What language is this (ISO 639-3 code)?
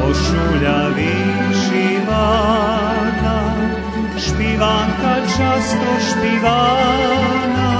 rue